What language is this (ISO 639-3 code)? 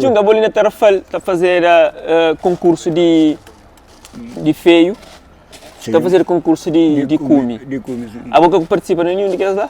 kea